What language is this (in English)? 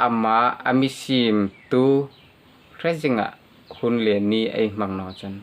Hmar